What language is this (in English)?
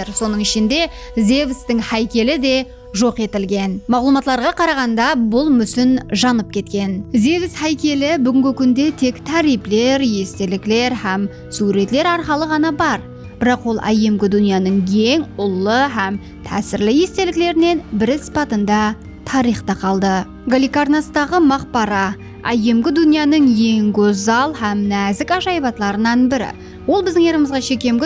Kara-Kalpak